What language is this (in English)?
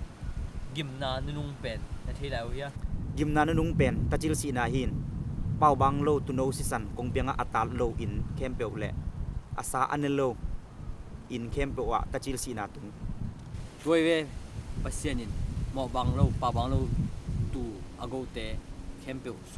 Tedim Chin